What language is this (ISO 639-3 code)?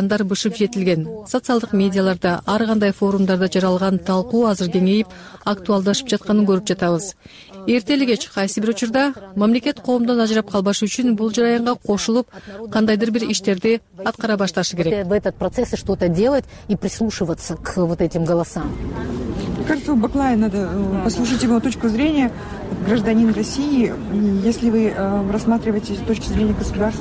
kir